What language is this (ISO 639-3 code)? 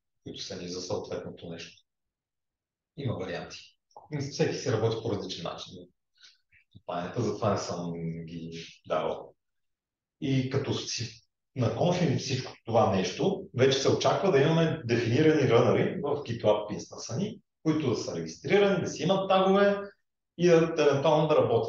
bul